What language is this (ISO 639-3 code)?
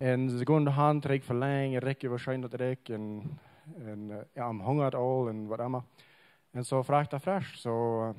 pdt